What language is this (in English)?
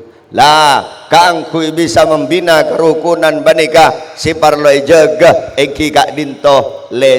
Madurese